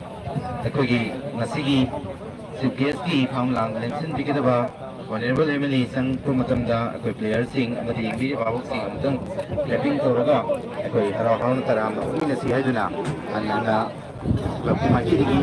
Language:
Manipuri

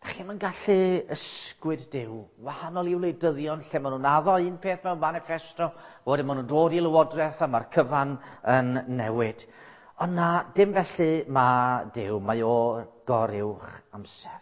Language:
Welsh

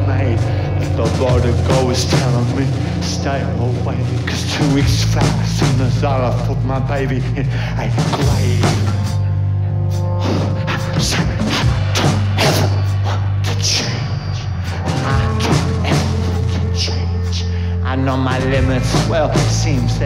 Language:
English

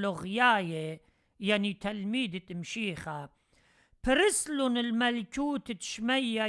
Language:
Assyrian Neo-Aramaic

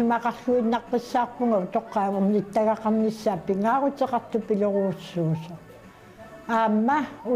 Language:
Kalaallisut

